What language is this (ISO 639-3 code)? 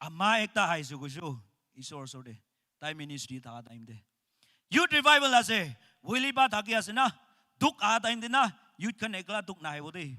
nag